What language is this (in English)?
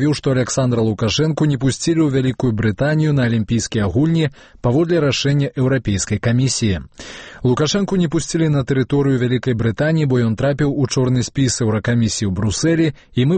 Belarusian